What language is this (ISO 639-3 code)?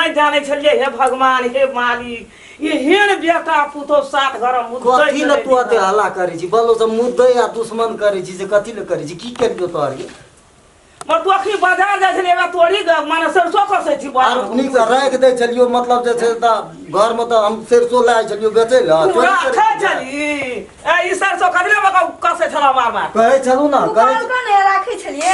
mai